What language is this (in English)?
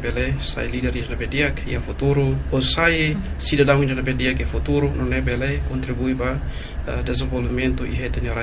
Tetum